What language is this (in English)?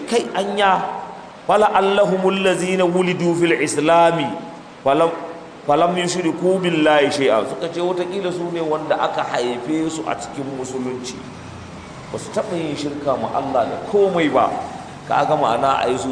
Hausa